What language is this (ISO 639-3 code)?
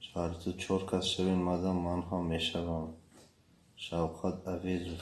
tgk